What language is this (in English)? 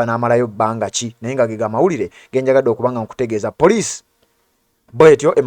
Ganda